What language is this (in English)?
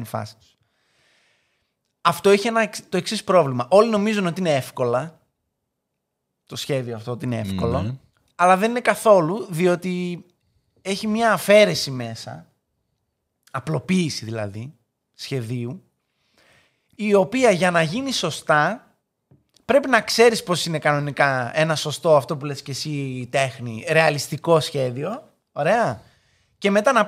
Greek